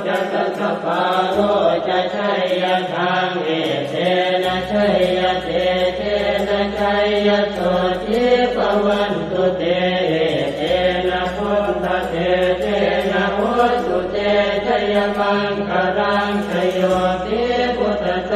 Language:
Pali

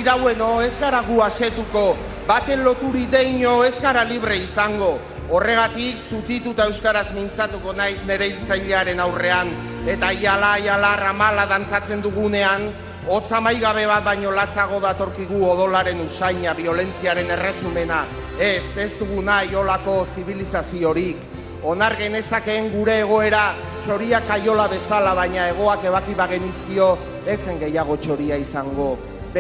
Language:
Basque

